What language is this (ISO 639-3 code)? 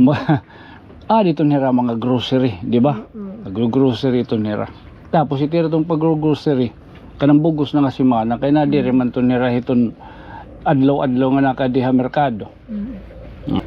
war